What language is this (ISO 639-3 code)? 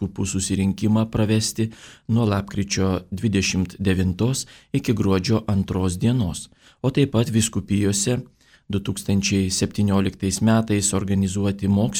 lit